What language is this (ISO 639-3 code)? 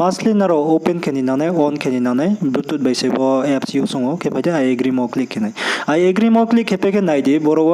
ria